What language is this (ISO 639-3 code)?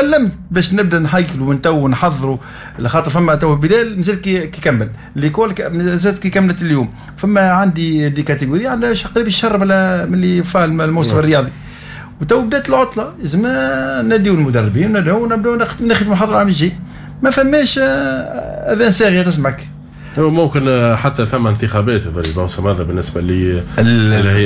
aeb